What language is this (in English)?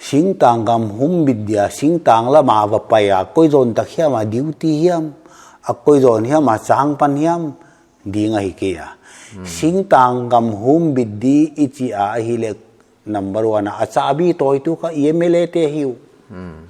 Paite Chin